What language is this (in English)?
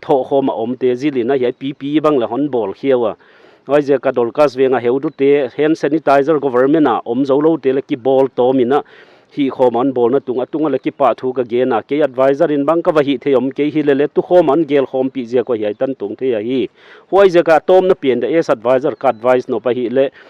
Paite Chin